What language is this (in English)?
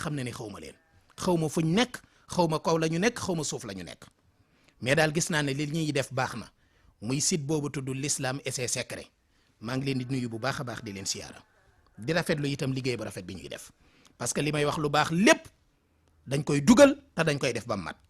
Wolof